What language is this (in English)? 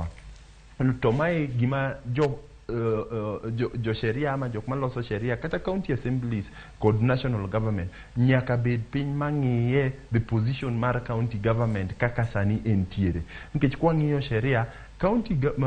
Luo (Kenya and Tanzania)